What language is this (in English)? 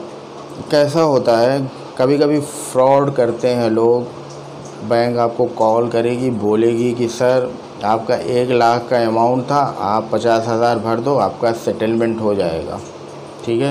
Hindi